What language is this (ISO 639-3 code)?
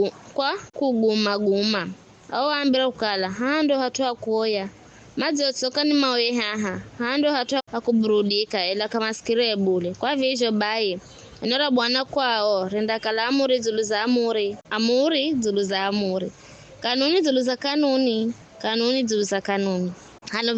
nyf